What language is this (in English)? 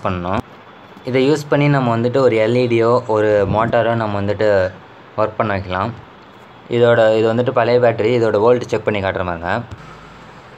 Tamil